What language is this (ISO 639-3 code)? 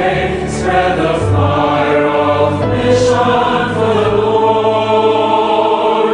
pam